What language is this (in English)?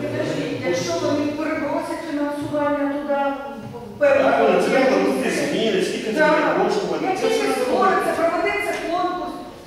Ukrainian